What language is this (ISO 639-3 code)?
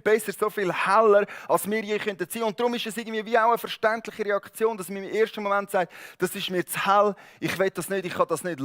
gsw